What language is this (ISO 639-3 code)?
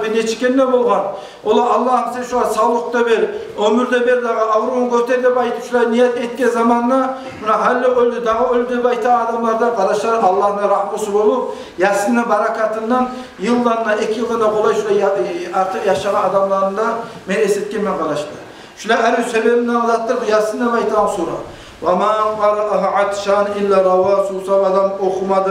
kum